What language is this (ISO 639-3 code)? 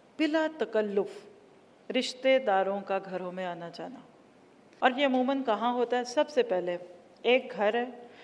urd